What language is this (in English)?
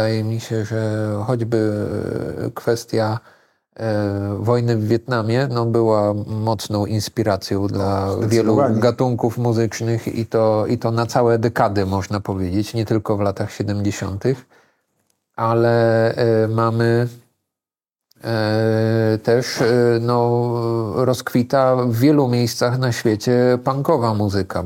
Polish